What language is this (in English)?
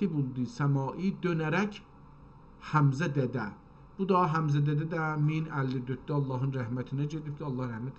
South Azerbaijani